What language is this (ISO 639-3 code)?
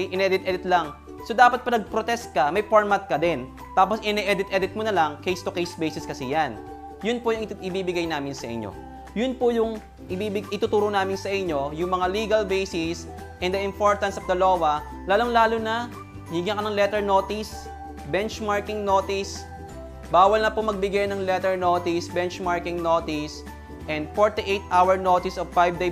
fil